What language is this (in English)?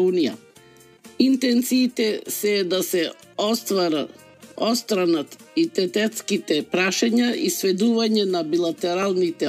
Macedonian